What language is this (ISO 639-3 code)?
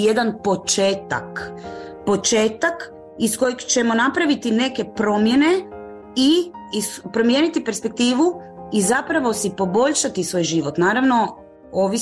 hrv